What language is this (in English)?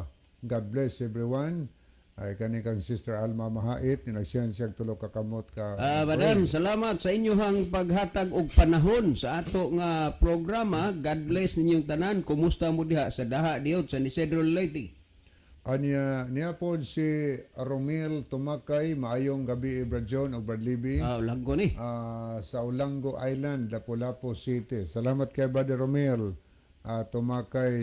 Cebuano